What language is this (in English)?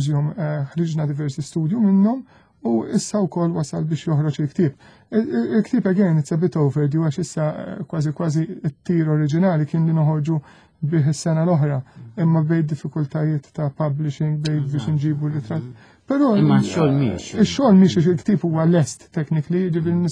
Maltese